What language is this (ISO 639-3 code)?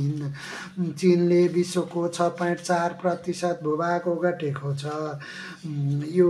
nep